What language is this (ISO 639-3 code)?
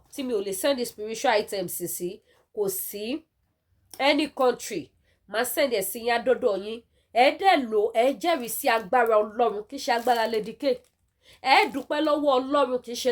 yor